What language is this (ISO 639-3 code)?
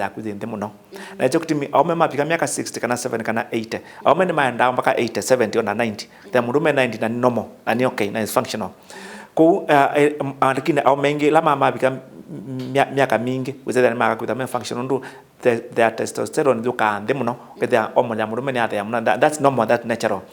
kam